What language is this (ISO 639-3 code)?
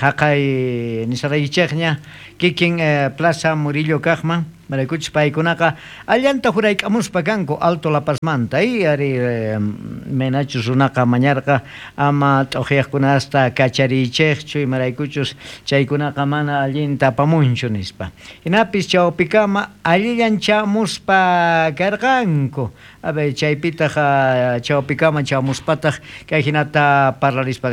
quh